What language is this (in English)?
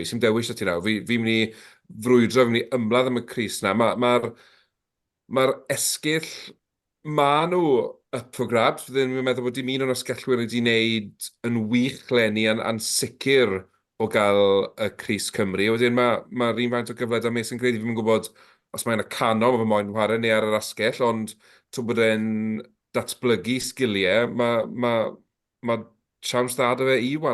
Welsh